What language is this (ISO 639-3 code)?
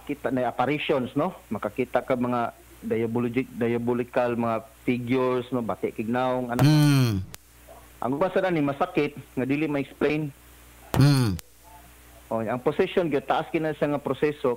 ceb